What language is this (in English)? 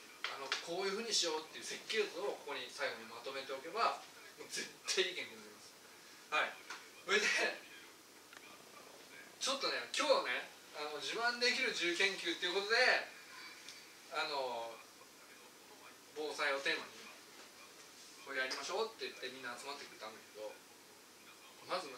Japanese